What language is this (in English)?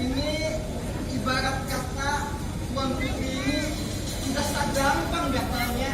Banjar